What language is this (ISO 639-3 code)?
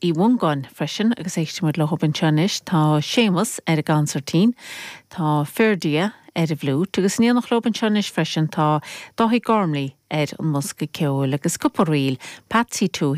gle